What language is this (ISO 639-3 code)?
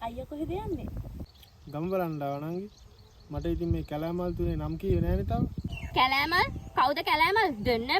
sin